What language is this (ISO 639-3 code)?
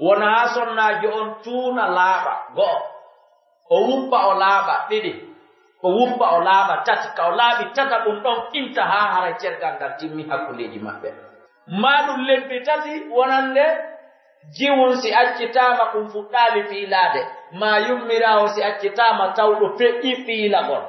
fuf